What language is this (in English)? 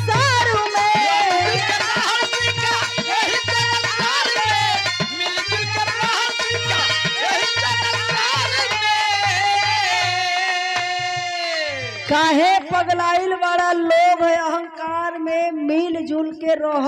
Bhojpuri